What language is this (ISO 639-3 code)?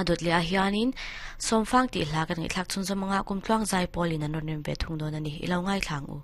lus